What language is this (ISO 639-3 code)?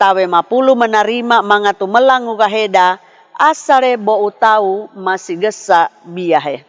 sxn